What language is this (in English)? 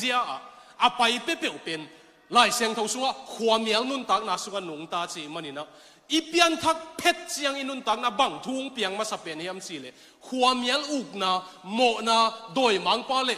Tedim Chin